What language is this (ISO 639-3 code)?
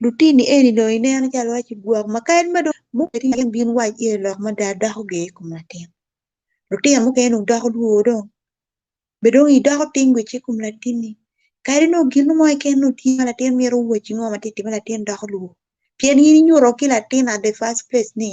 ach